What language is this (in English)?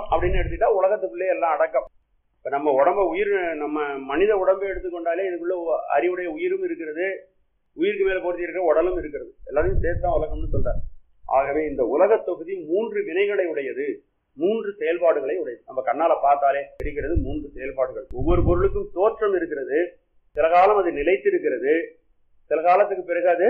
Tamil